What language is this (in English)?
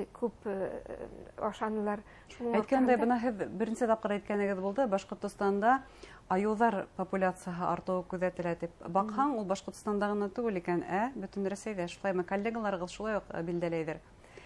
Bashkir